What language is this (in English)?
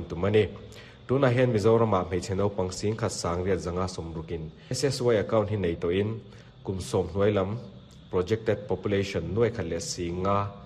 Mizo